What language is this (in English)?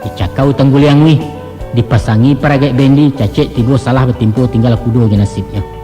Minangkabau